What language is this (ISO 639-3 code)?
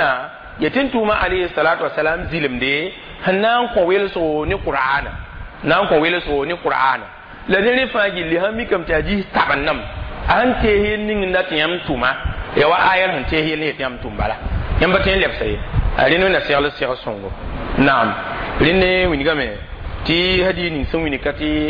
mos